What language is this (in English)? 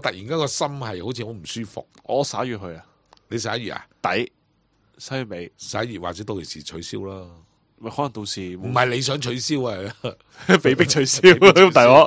Cantonese